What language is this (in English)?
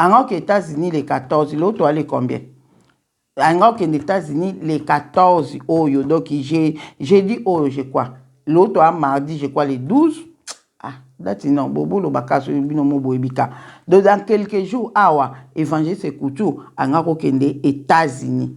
Lingala